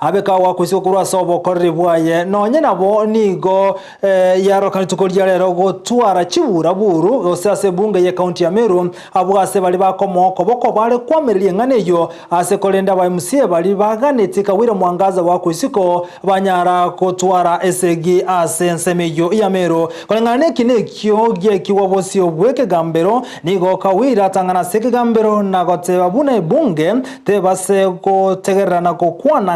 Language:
Gusii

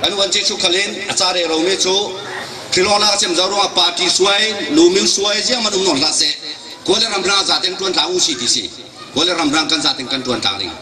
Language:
Falam Chin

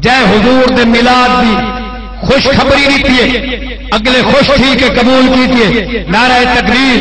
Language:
Saraiki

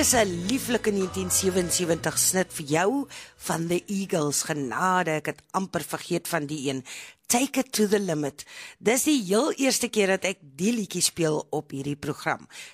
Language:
Afrikaans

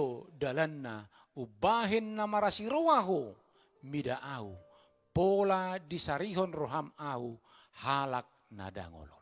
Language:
Batak Toba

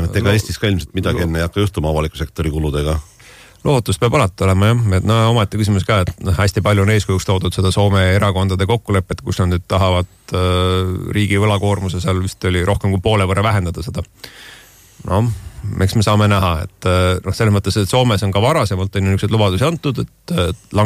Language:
Estonian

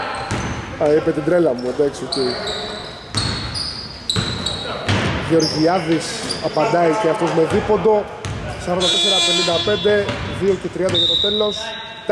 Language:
Greek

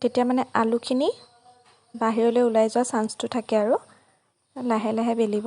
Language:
Assamese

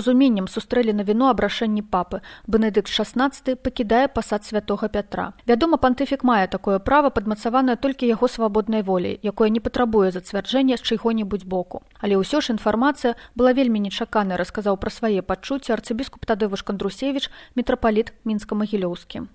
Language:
Belarusian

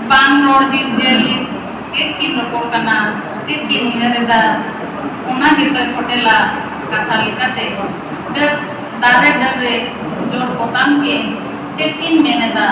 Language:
Santali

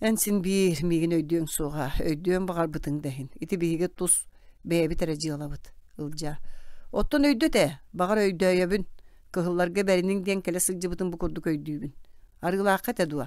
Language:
Yakut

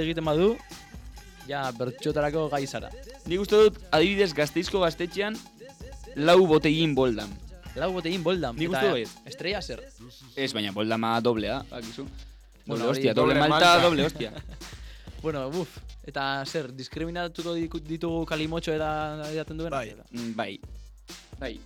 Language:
Basque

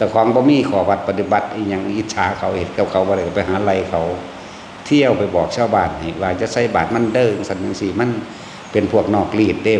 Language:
Northeastern Thai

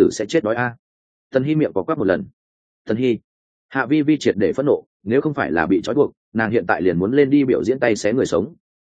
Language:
Vietnamese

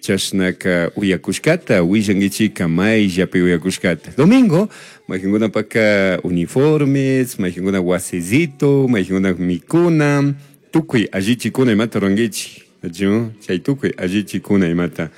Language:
Chimborazo Highland Quichua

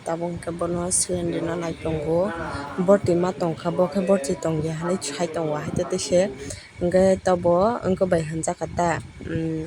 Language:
Kok Borok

